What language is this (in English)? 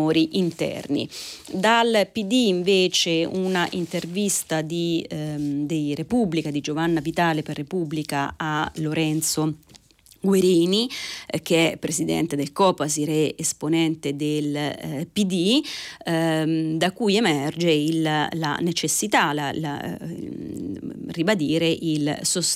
Italian